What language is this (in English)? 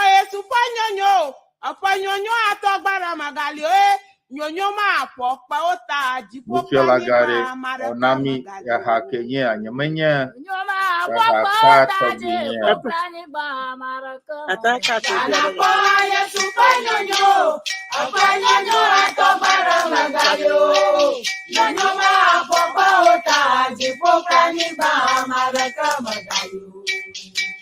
Ewe